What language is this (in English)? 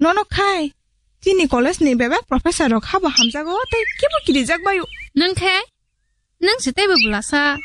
Kok Borok